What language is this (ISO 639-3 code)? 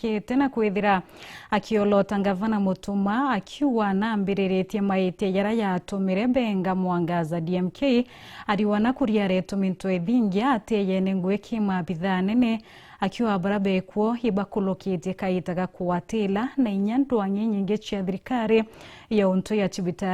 mer